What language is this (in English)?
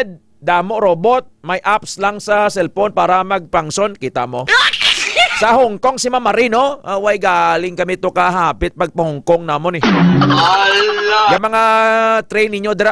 Hiligaynon